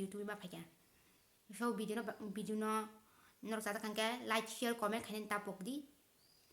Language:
Kok Borok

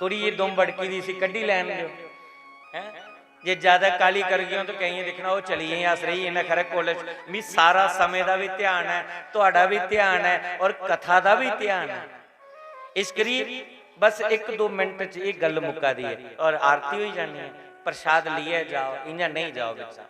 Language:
Dogri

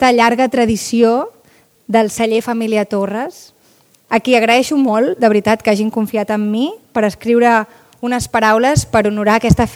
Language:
Catalan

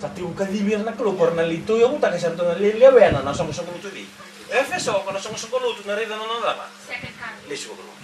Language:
Fijian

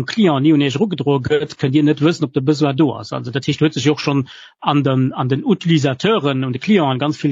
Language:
Luxembourgish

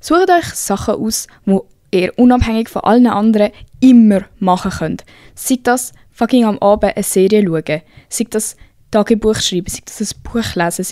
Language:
Swiss German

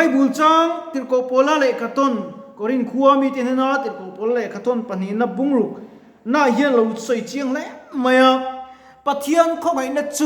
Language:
Mizo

